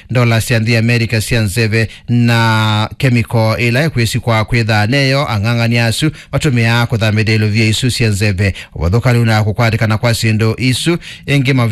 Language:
Kamba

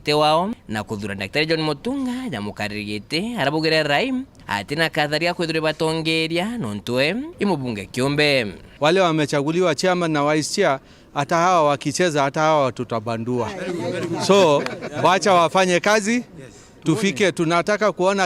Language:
Meru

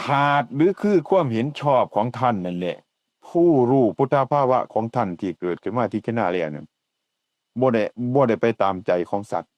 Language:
Northeastern Thai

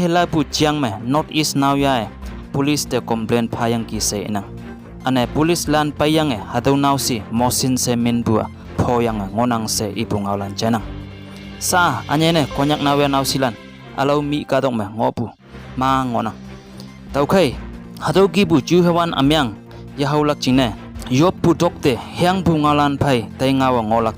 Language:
Konyak Naga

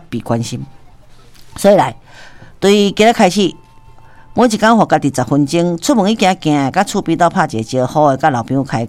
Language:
Min Nan Chinese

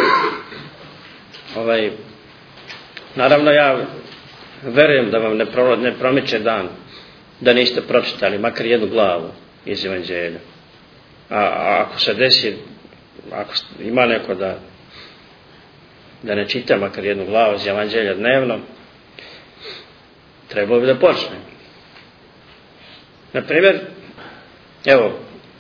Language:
Serbian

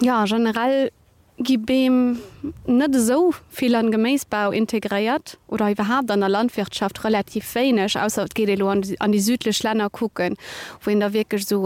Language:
Luxembourgish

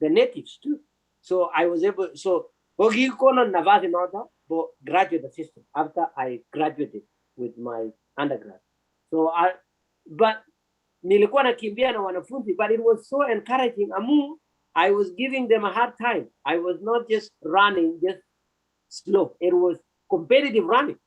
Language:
Kalenjin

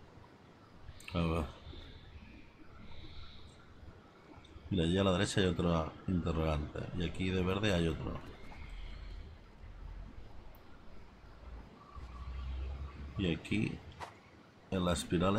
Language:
Spanish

